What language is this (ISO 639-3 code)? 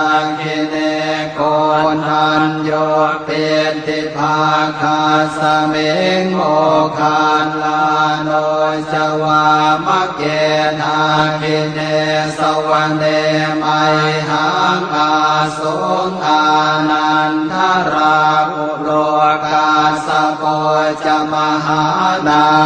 pli